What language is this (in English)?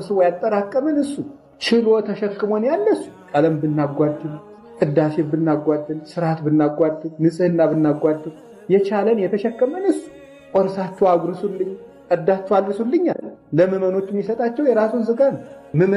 Amharic